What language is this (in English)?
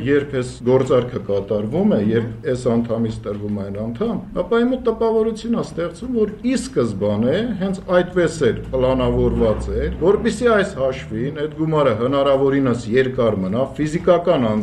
Armenian